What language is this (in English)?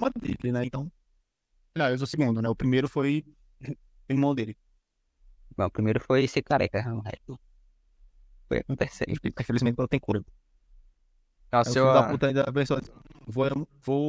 Portuguese